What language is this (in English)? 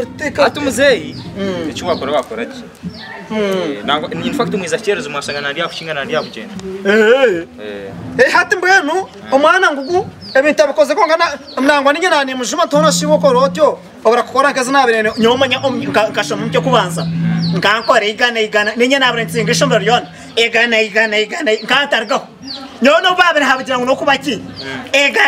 Nyankole